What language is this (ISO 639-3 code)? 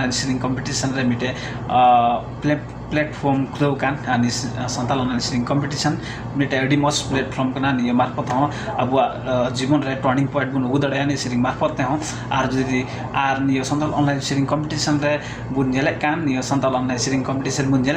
sat